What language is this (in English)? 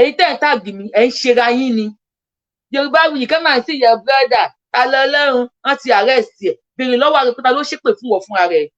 Yoruba